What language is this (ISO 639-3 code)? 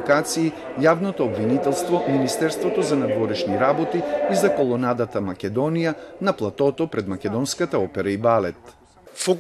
mkd